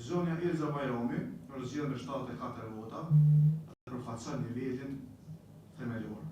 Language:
Albanian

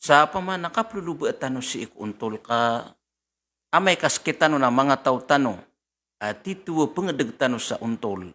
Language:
Maranao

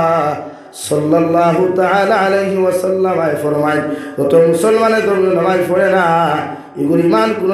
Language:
Sylheti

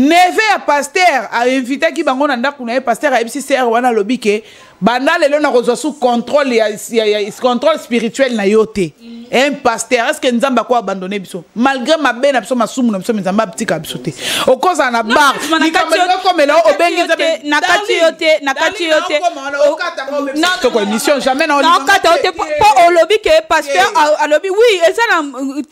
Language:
Lingala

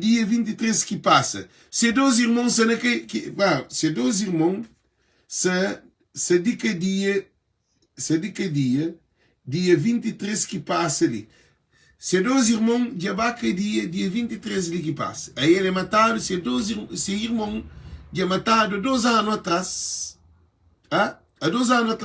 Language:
Kabuverdianu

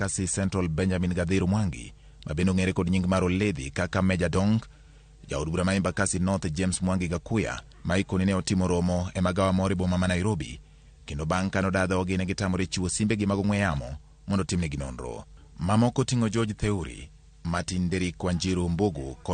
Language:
Luo (Kenya and Tanzania)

